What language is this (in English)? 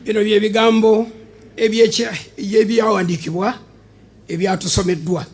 Ganda